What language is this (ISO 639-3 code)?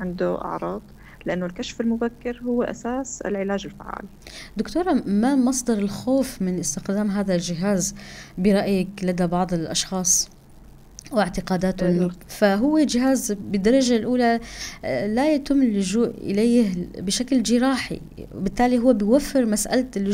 apc